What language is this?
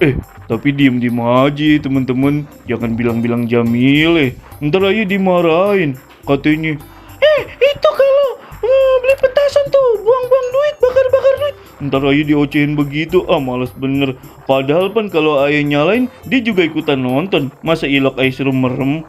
Betawi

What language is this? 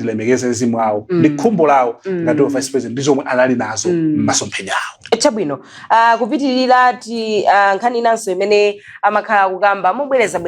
Nyanja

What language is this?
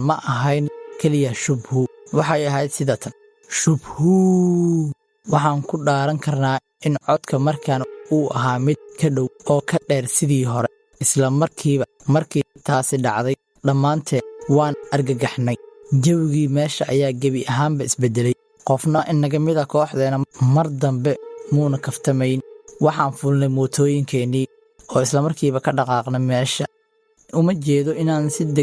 Somali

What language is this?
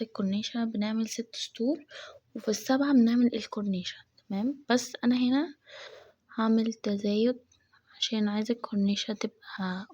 Egyptian Arabic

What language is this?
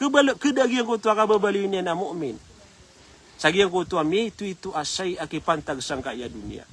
Maranao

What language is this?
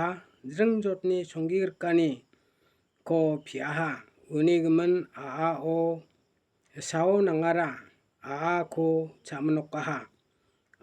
Garo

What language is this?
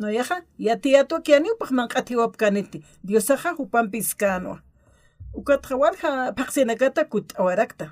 Aymara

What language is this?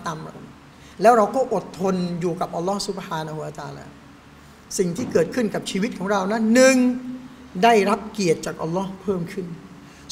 Thai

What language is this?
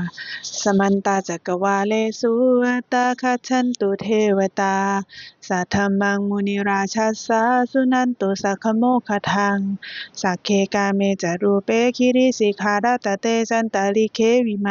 Pali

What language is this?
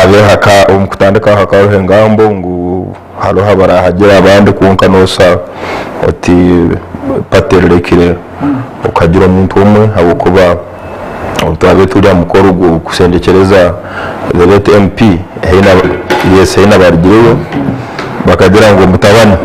Nyankole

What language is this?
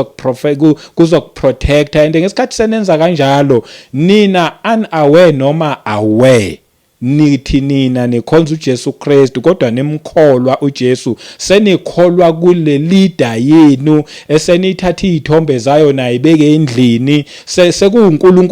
Zulu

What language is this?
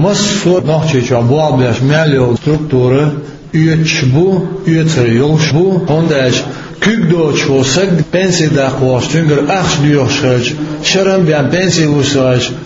Chechen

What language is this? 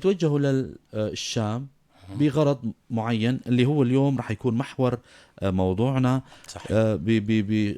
North Levantine Arabic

